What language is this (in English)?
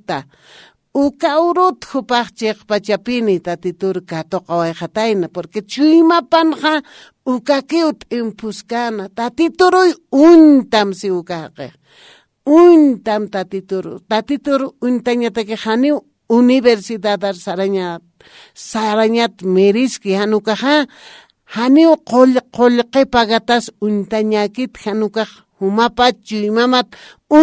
Aymara